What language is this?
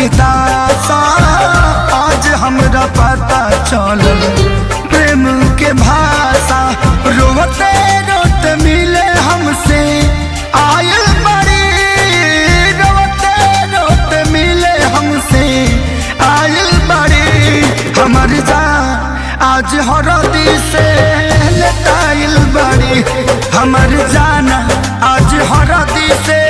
Bhojpuri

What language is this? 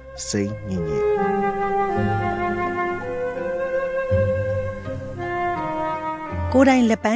Burmese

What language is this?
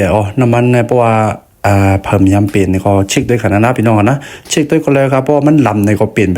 Shan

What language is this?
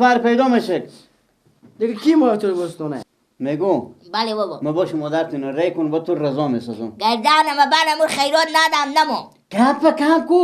Persian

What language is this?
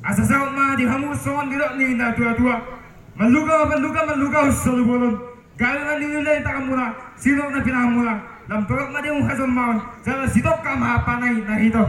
Batak Toba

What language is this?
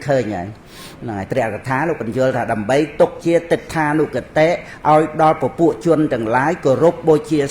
Khmer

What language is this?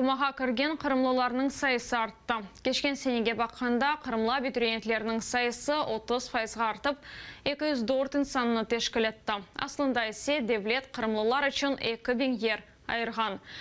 Crimean Tatar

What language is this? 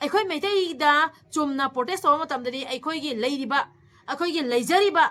Manipuri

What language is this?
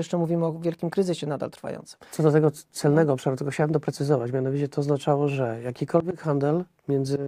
Polish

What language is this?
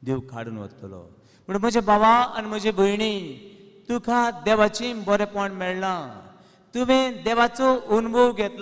Konkani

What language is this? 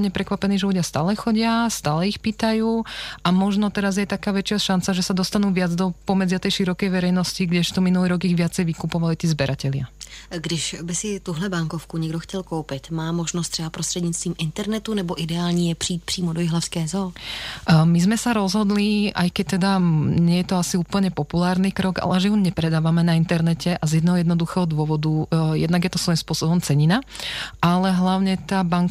Slovak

